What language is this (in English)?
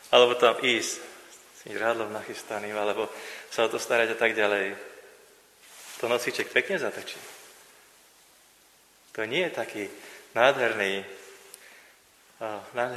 Slovak